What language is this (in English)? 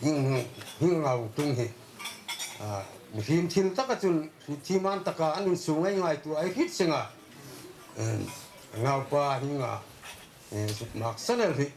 Hmar